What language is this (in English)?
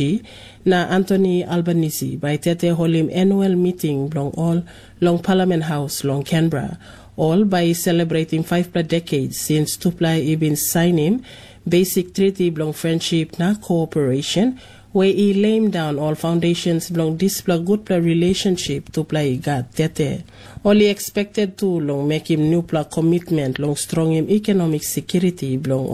Tok Pisin